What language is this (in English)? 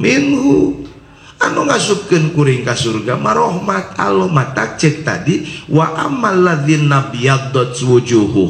Sundanese